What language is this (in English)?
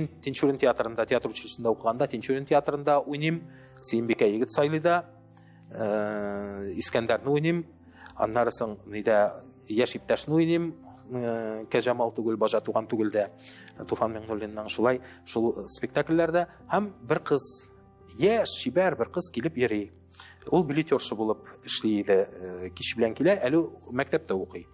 Tatar